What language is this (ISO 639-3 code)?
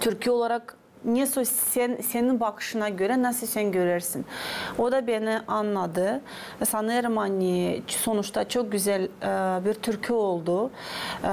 gag